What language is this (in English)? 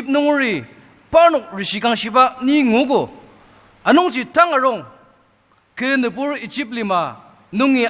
Ao Naga